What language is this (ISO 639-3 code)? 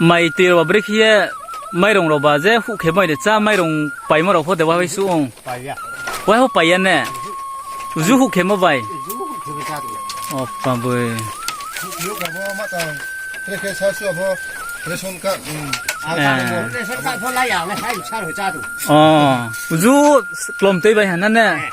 ria